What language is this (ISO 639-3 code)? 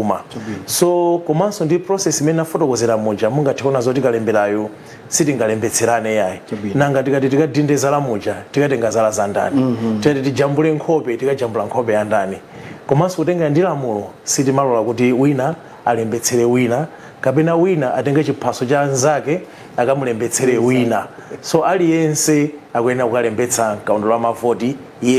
nya